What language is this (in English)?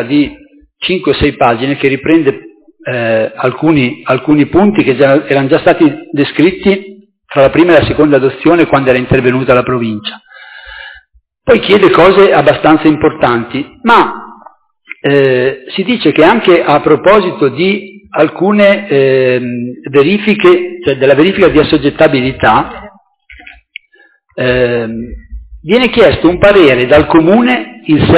Italian